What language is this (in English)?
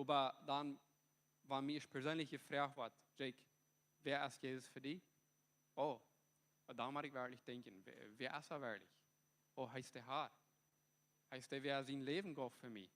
Plautdietsch